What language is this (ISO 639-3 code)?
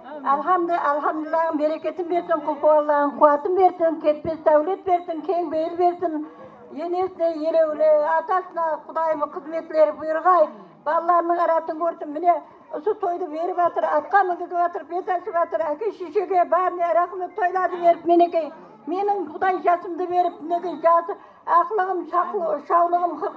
kaa